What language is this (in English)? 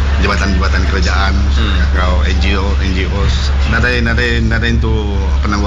Iban